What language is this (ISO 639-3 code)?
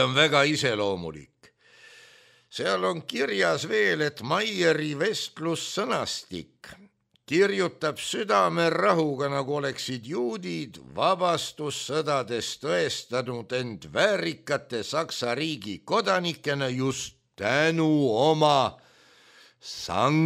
est